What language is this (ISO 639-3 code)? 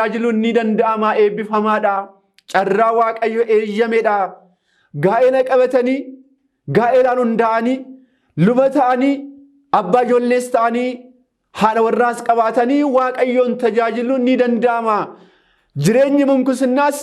orm